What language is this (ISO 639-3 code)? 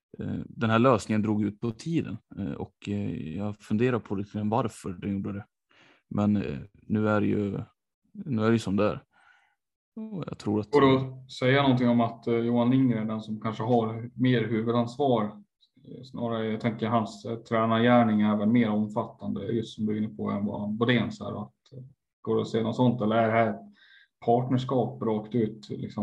swe